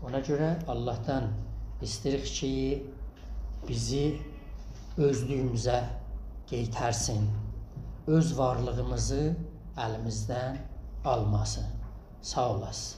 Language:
South Azerbaijani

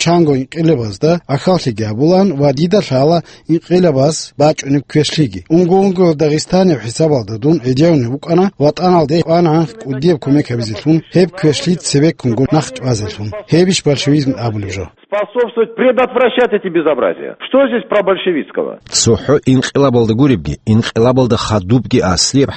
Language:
Avaric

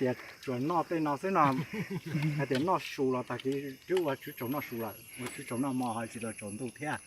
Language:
Hmong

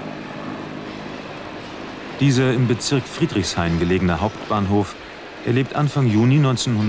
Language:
German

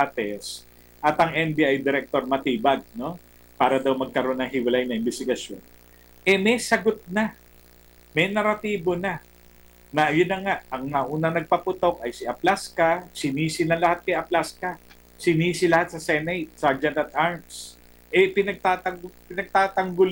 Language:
Filipino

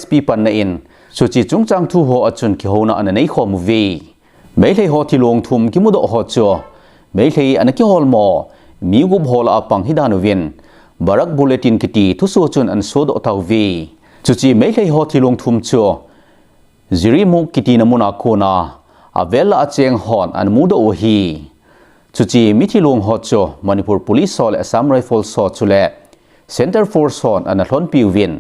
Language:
Thado Chin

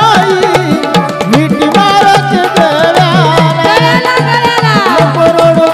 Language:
Marathi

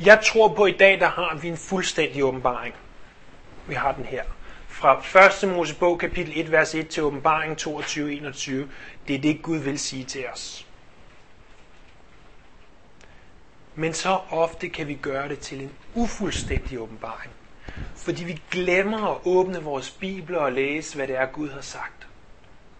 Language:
Danish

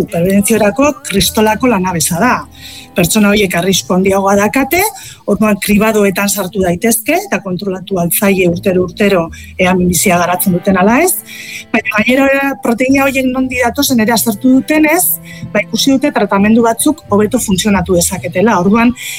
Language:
Basque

